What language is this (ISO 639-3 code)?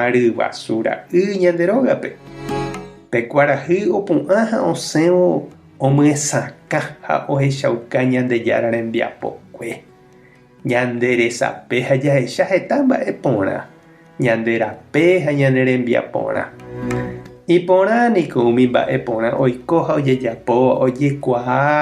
grn